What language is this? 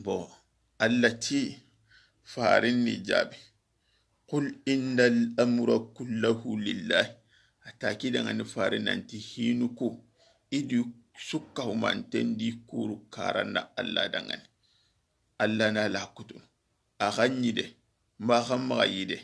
Soninke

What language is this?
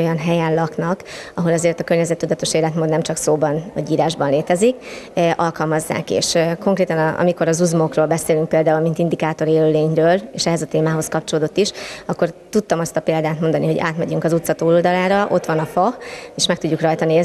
Hungarian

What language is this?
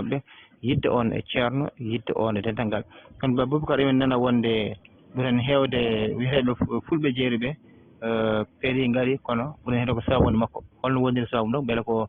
Fula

